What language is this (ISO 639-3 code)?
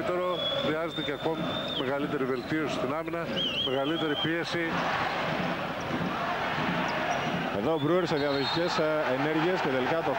ell